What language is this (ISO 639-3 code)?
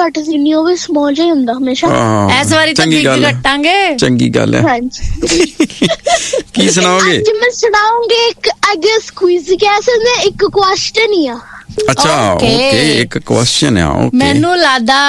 pan